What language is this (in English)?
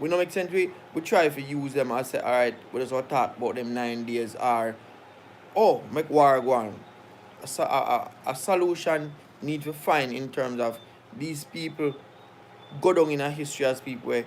Jamaican Creole English